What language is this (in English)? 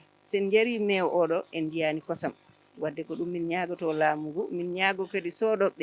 Fula